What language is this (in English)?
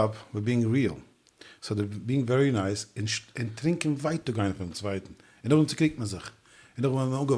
Yiddish